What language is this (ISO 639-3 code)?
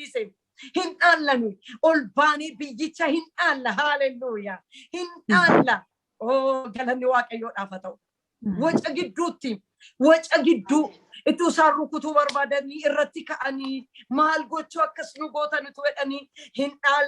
orm